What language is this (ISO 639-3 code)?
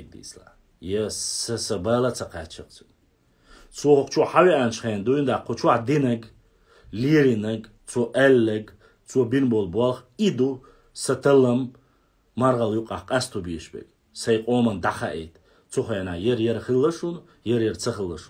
che